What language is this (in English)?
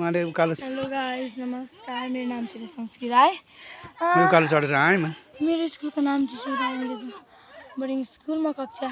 Nepali